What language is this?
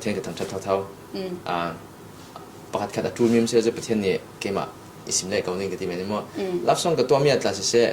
Falam Chin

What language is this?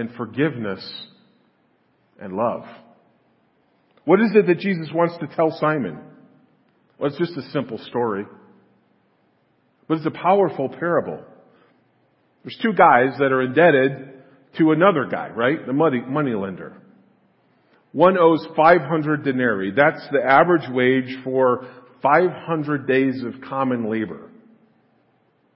English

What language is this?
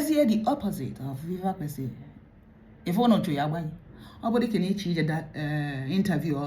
Igbo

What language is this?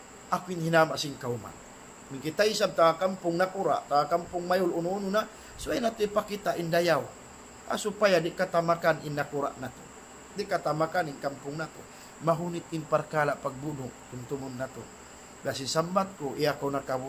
Tausug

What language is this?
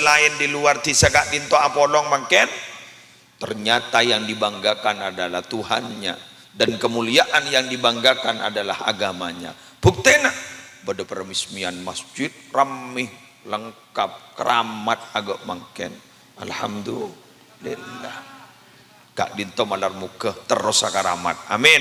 Madurese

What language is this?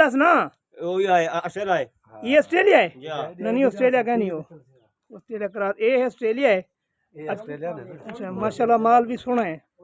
Saraiki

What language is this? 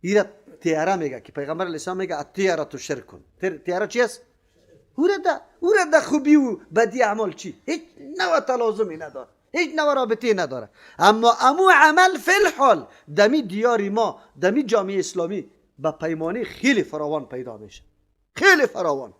Persian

